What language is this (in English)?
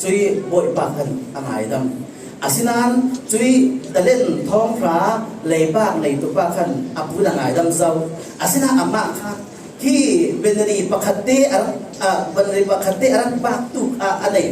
Falam Chin